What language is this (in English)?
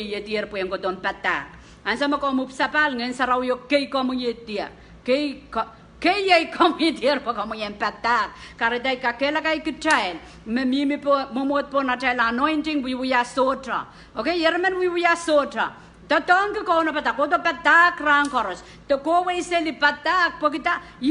Pohnpeian